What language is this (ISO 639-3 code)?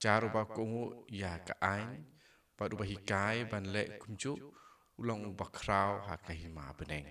kha